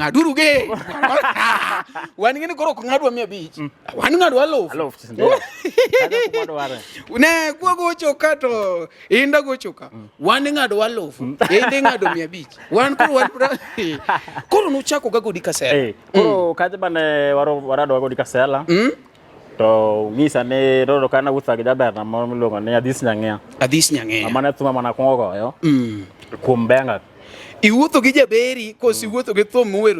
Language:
Luo (Kenya and Tanzania)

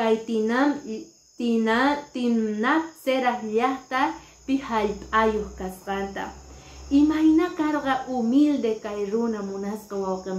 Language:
Quechua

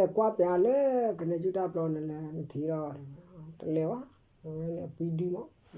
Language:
S'gaw Karen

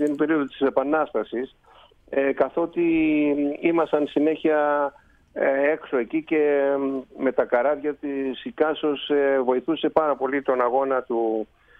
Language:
Greek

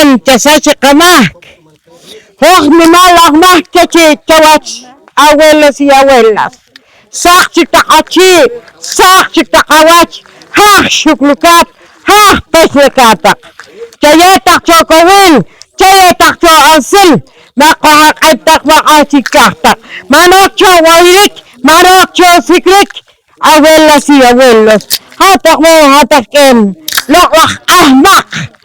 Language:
Poqomchi'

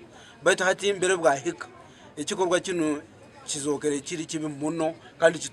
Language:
Nyankole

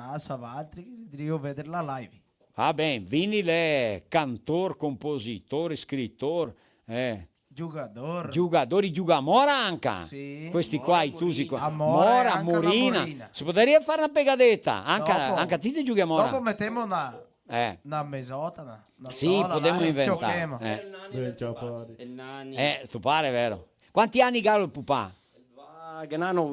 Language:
Venetian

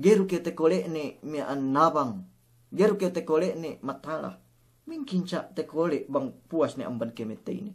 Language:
Yakan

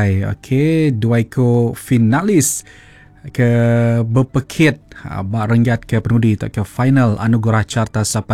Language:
Iban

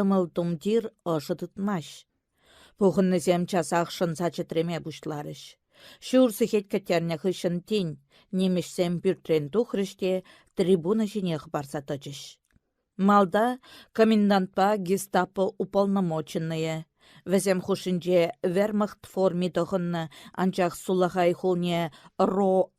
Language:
Chuvash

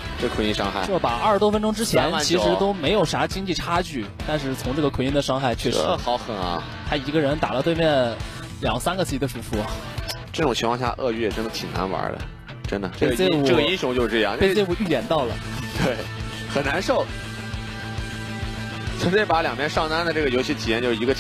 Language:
Chinese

